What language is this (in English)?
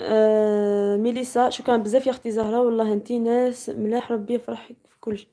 Algerian Arabic